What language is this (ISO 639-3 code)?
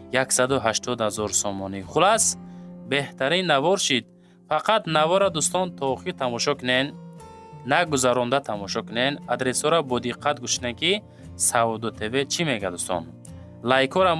tgk